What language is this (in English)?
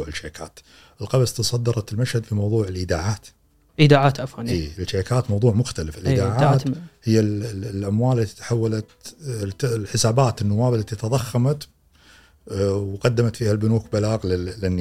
Gulf Arabic